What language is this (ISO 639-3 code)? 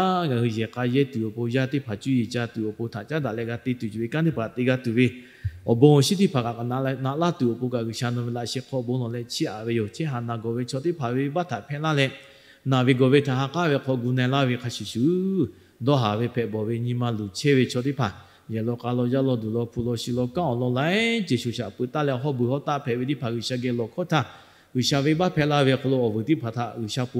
lhu